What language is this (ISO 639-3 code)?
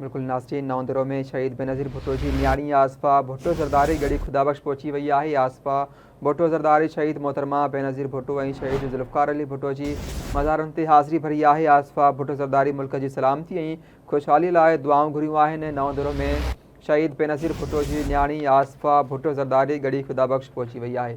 snd